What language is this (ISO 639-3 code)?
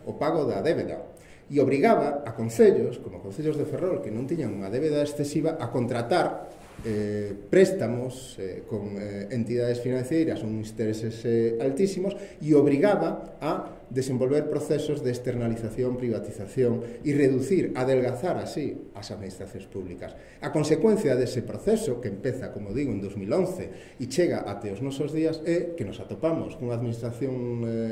glg